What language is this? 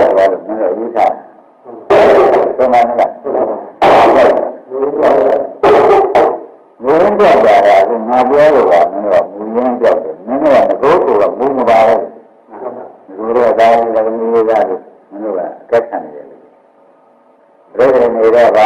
Burmese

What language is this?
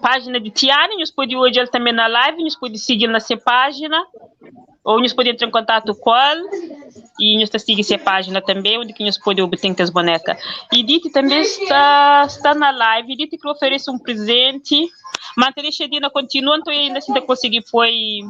Kabuverdianu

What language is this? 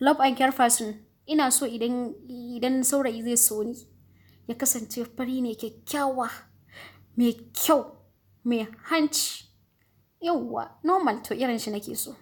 Hausa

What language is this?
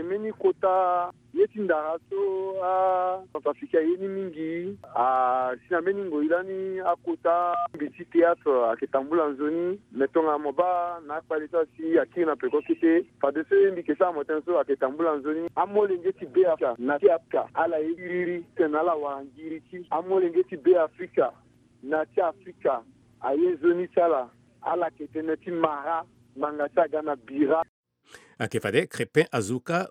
Sango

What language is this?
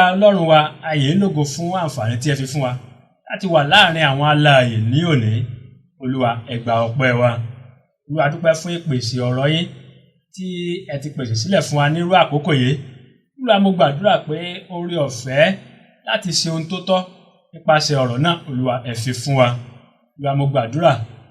Yoruba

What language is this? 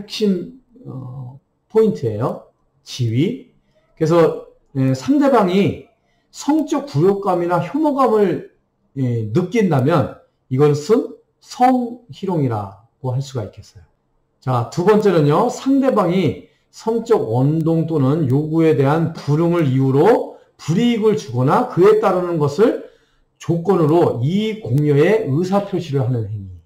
Korean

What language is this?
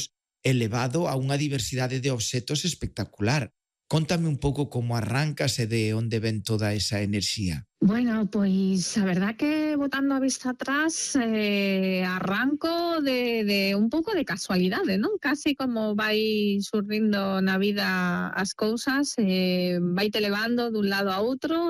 Galician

